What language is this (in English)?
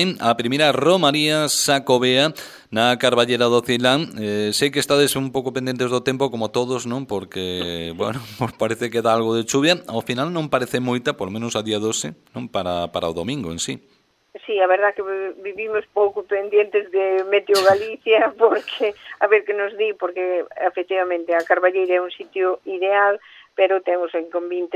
Galician